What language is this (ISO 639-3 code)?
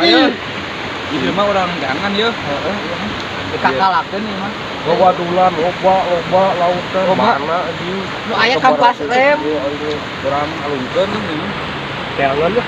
sun